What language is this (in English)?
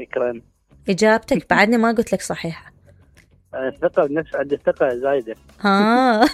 Mesopotamian Arabic